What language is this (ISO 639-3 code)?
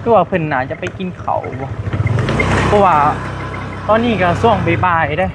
tts